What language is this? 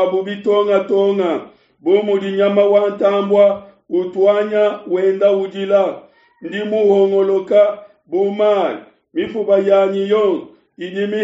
Luba-Lulua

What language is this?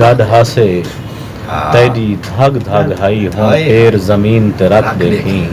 Saraiki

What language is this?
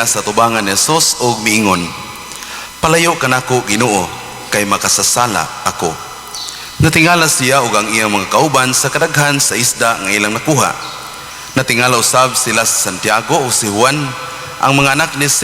Cebuano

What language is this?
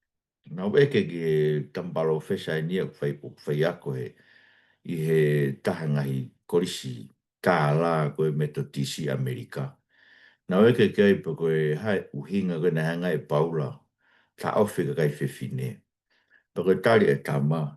Tongan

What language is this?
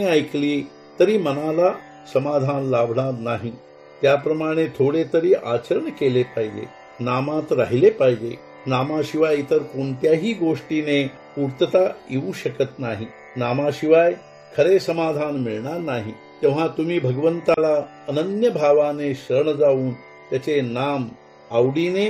Marathi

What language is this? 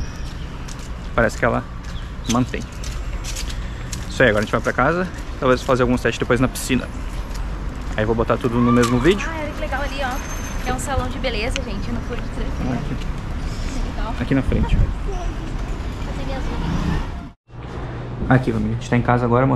Portuguese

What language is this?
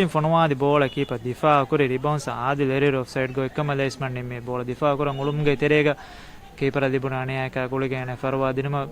Divehi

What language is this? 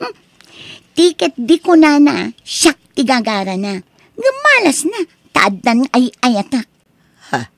Iloko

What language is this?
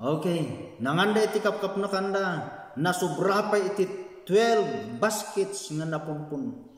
Iloko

